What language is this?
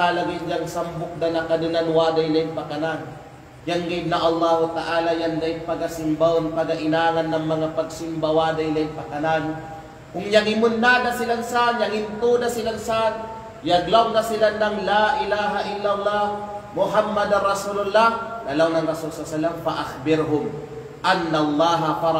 Kalagan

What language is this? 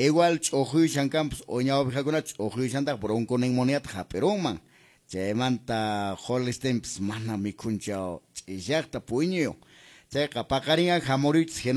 Quechua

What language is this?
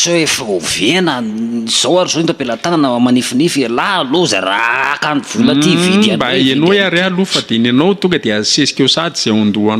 Malagasy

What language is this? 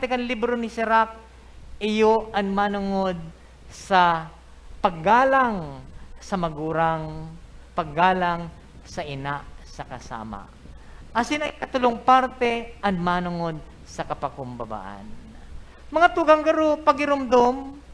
Bikol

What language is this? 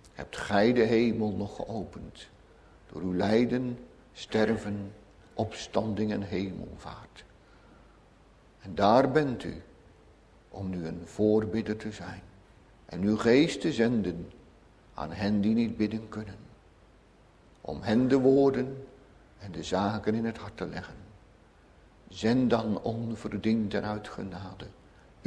Dutch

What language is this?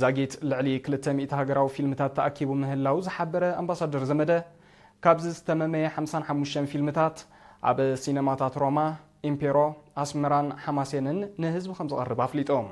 Tigrinya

